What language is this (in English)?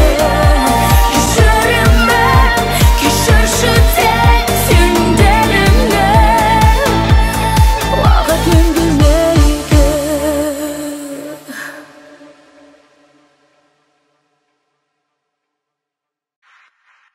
Kazakh